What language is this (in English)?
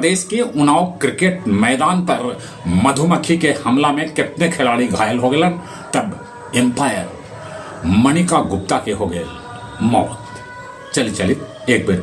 Magahi